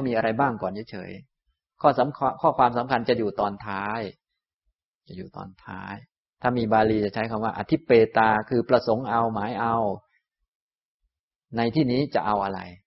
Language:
Thai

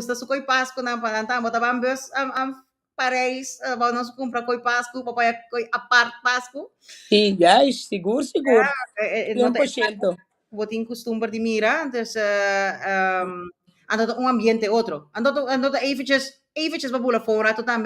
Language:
Papiamento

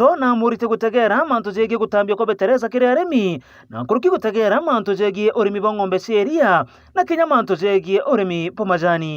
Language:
Meru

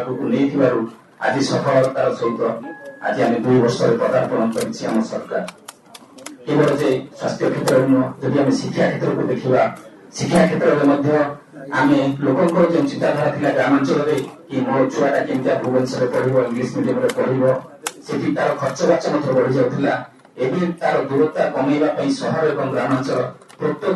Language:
Odia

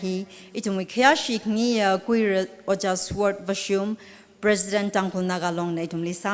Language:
Tangkhul Naga (India)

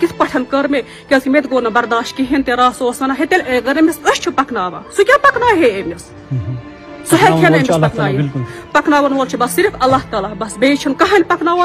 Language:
Kashmiri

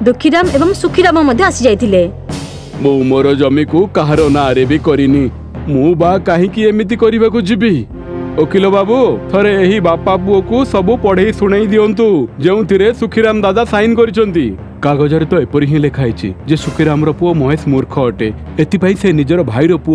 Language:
Odia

